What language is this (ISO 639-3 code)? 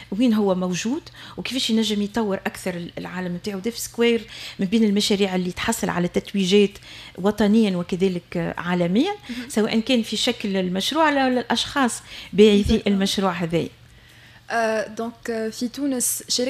aeb